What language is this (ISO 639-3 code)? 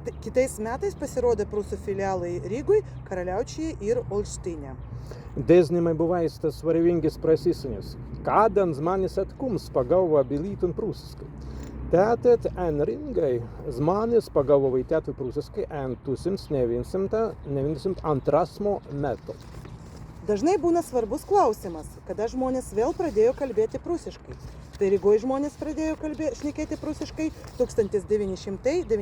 prg